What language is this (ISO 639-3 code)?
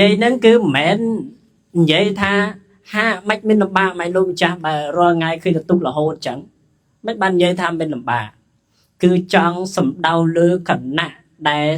khm